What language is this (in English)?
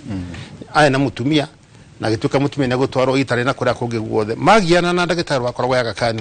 Kikuyu